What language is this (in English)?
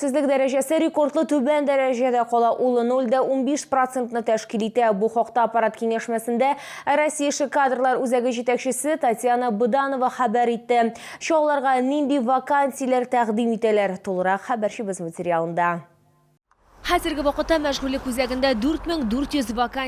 Tatar